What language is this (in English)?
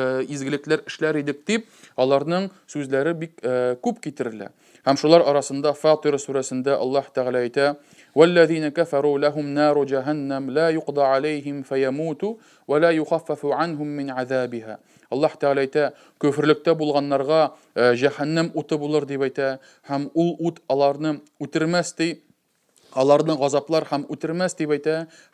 Tatar